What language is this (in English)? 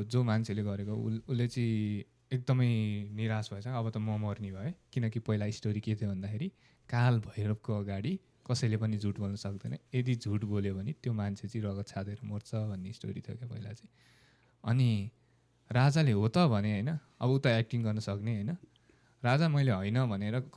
Nepali